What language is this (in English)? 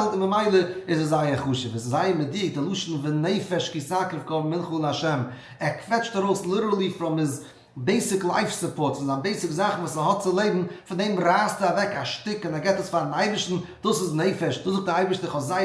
Yiddish